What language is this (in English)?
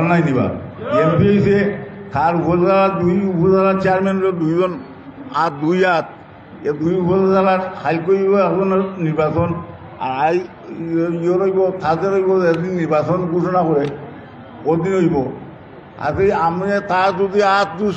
Sylheti